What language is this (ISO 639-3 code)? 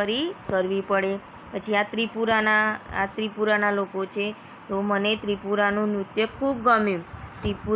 guj